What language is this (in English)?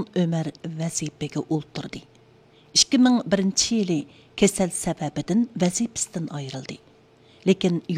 Uyghur